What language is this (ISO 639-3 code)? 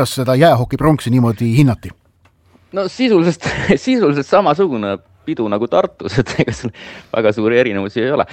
est